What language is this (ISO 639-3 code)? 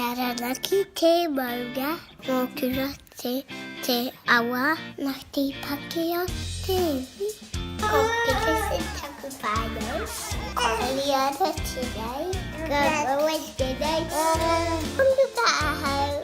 mri